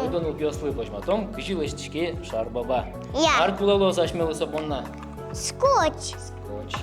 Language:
Udmurt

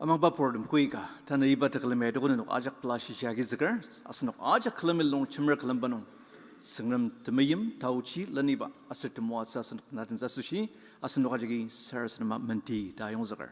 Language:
Ao Naga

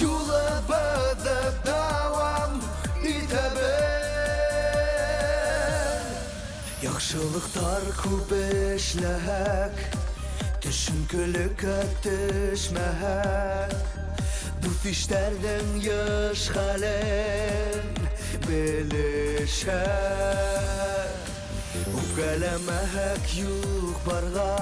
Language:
Bashkir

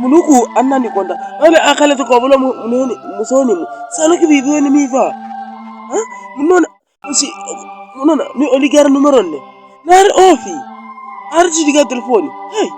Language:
Makhuwa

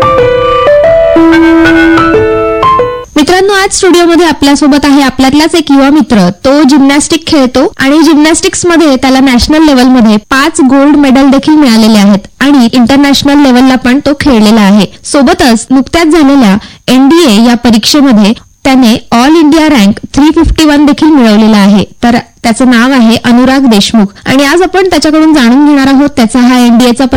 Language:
Marathi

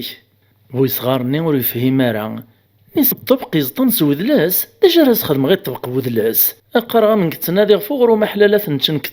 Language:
Kabyle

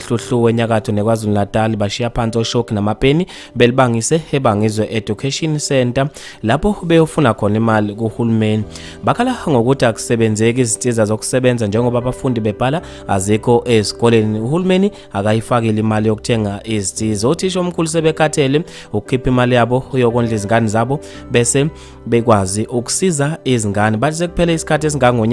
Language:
Zulu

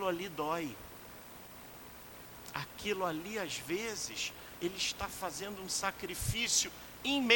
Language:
Portuguese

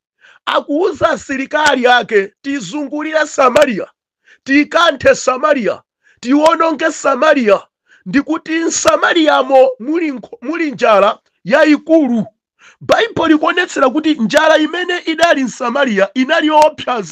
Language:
Nyanja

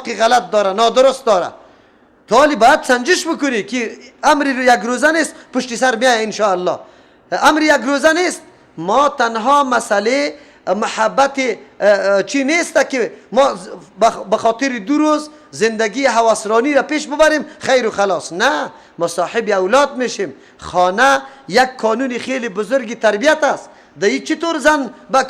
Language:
Persian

